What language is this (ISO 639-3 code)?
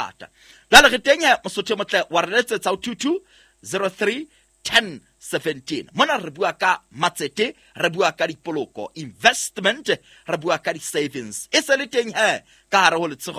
sot